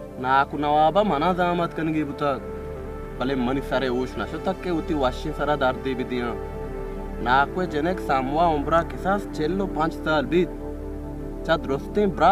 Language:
Baluchi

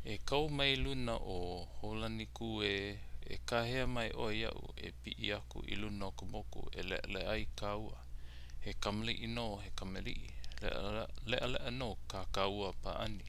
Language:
Hawaiian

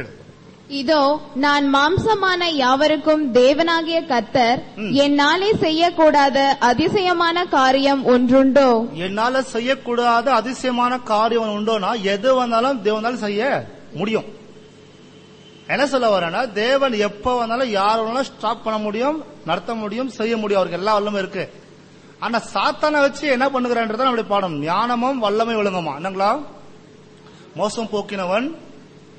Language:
Tamil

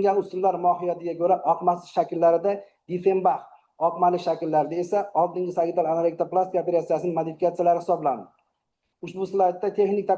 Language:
Uzbek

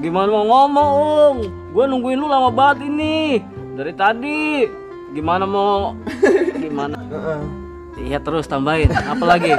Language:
Betawi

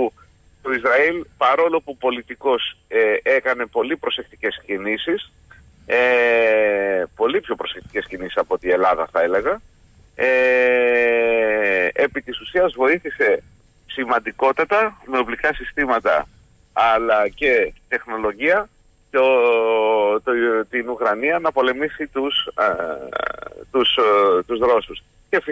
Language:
Greek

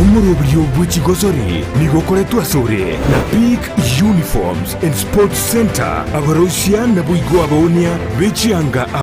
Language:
Gusii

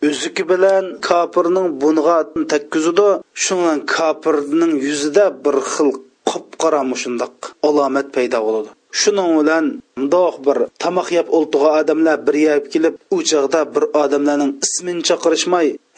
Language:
Uyghur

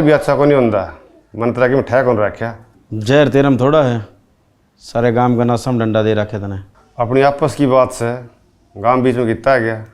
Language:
Haryanvi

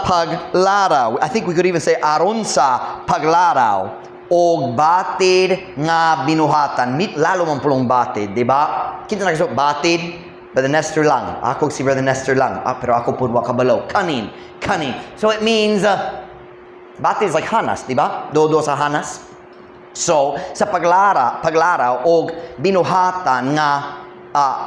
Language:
Cebuano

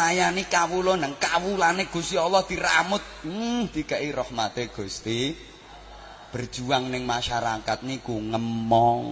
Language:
Javanese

